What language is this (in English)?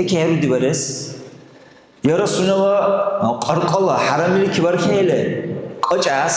Dargwa